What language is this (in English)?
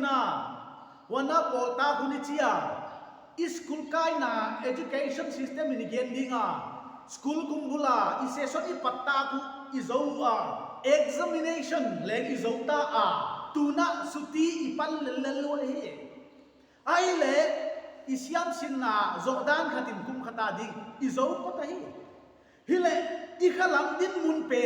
Paite Chin